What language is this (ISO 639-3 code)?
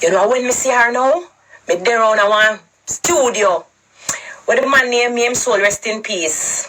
jam